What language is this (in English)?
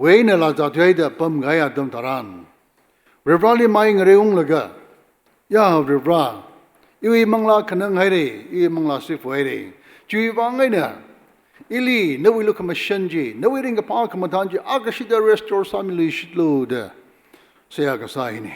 Tangkhul Naga (India)